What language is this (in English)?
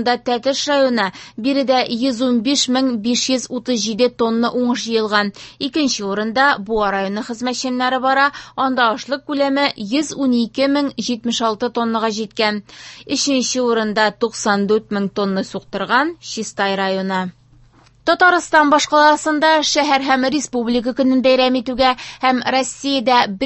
Tatar